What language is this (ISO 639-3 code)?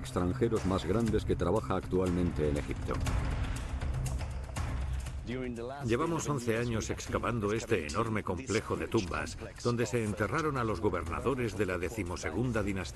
spa